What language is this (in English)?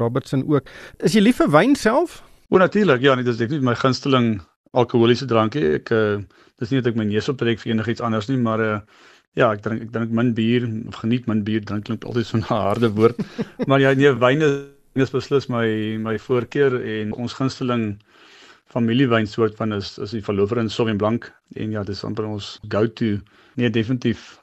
Afrikaans